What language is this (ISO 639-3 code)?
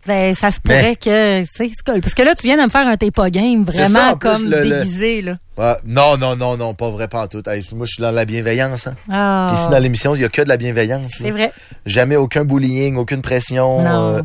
fra